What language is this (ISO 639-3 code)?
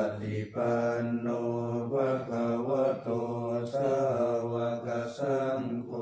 pli